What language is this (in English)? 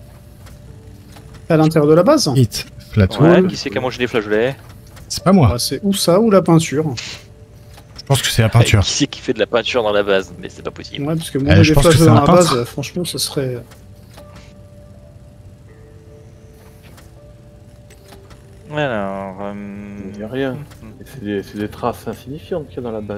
French